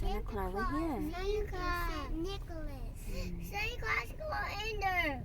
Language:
Hmong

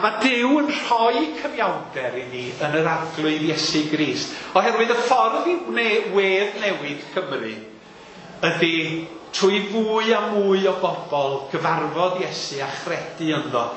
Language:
Welsh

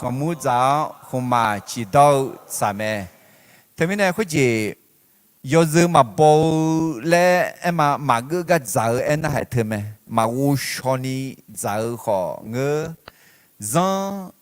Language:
Akha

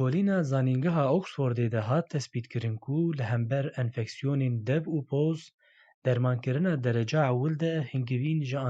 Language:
Kurdish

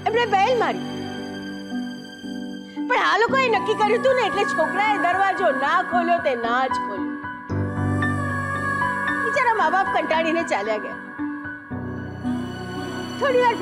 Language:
Gujarati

